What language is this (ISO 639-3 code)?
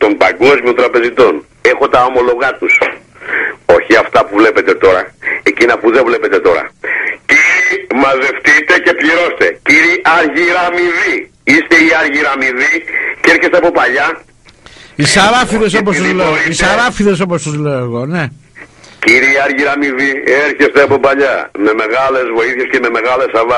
ell